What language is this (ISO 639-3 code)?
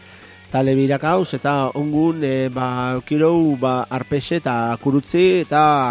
eus